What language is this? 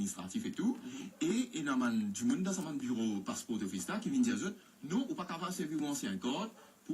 Morisyen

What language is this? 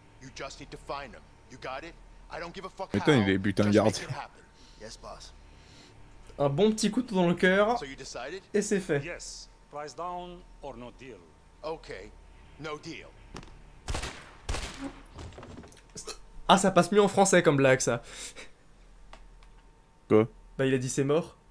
French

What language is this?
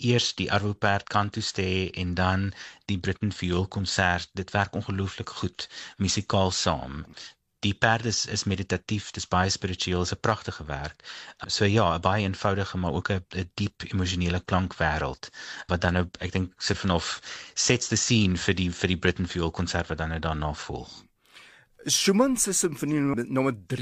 Afrikaans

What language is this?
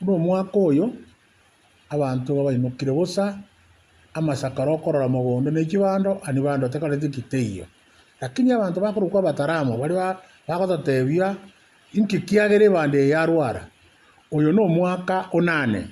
Gusii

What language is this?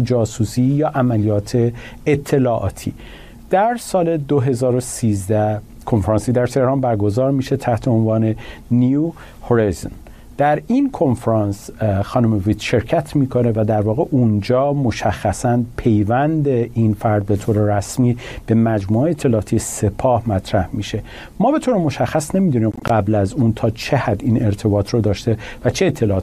Persian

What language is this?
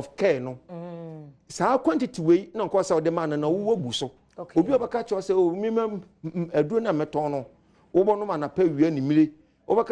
Akan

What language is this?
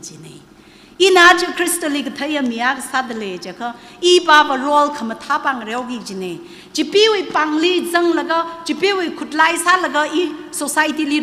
Tangkhul Naga (India)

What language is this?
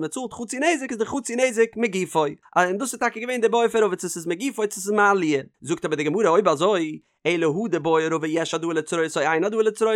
Yiddish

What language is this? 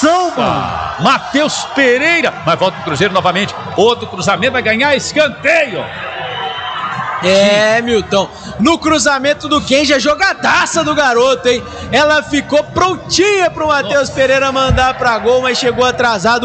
Portuguese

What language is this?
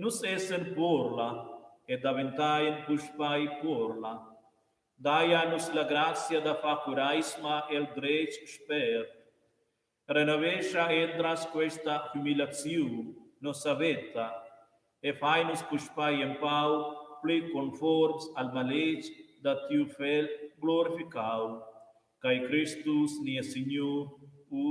Romansh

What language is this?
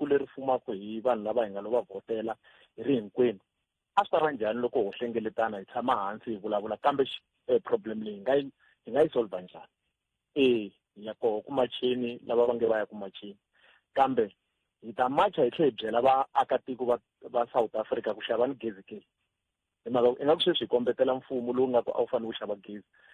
Tsonga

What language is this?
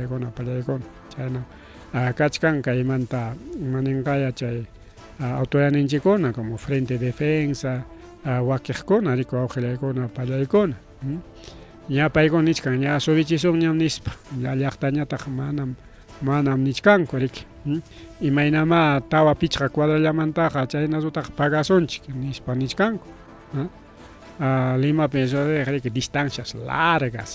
Ayacucho Quechua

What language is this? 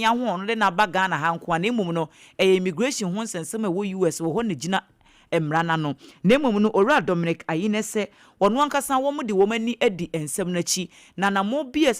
Akan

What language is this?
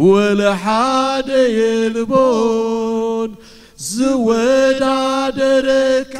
Tigrinya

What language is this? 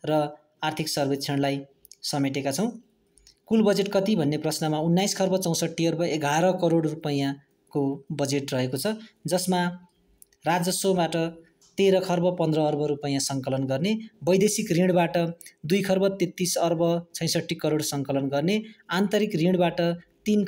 Nepali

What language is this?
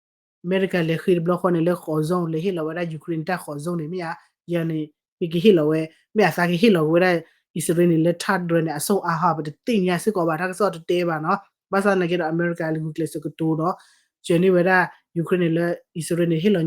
S'gaw Karen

